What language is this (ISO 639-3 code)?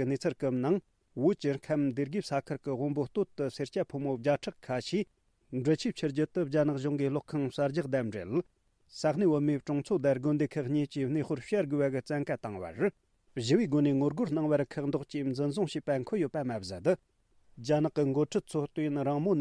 bod